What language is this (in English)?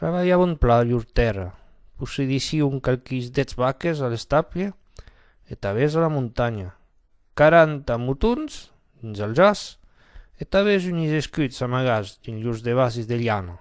Occitan